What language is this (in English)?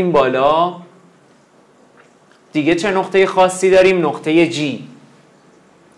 Persian